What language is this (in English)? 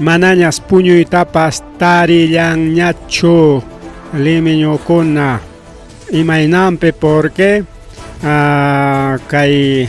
Ayacucho Quechua